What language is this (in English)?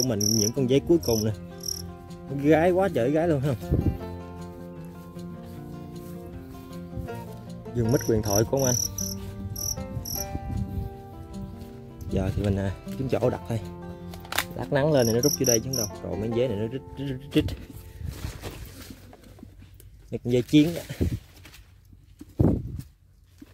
Vietnamese